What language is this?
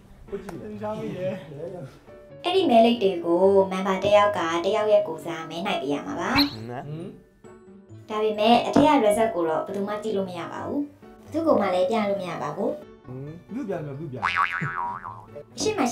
Burmese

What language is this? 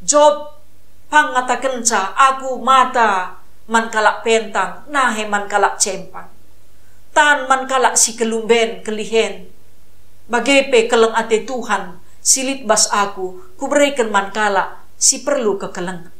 Batak Karo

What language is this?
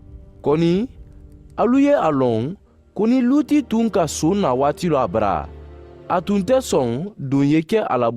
Mandingo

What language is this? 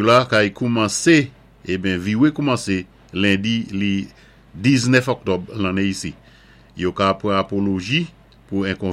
Saint Lucian Creole French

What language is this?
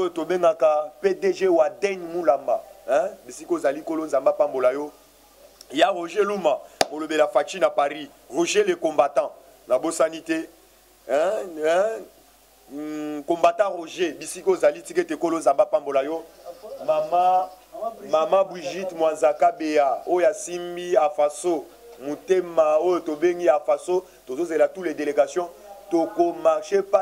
Lingala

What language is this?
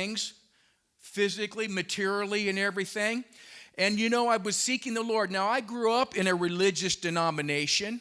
English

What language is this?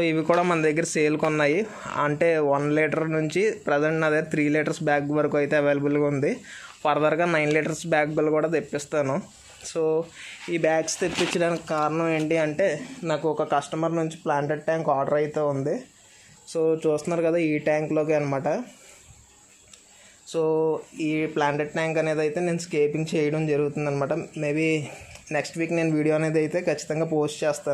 Telugu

